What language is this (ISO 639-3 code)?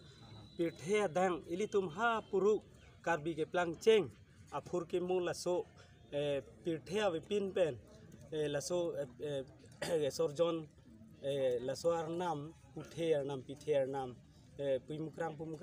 mjw